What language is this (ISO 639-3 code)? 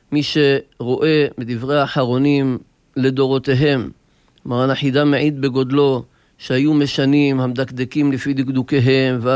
heb